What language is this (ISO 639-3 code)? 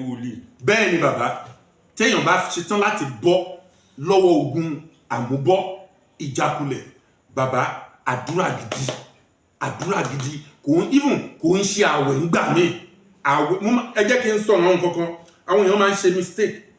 yor